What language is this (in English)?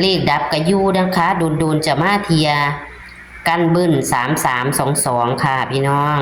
Northeastern Thai